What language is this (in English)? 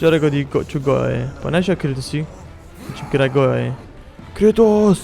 Kurdish